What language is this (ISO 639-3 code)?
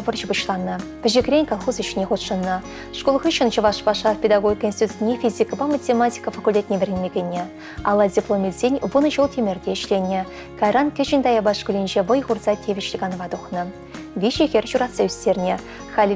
chv